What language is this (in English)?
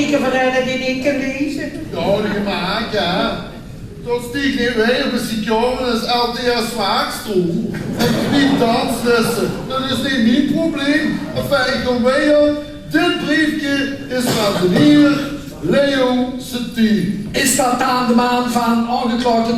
Limburgish